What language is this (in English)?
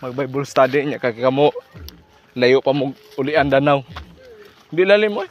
Cebuano